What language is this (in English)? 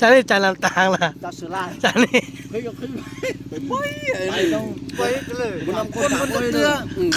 Lao